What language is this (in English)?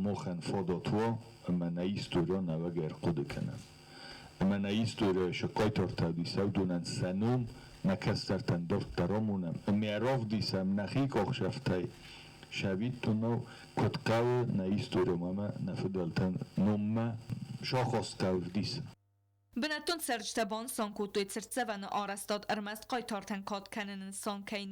Ossetic